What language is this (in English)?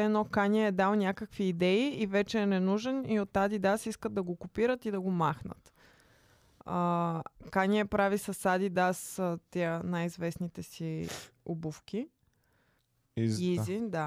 Bulgarian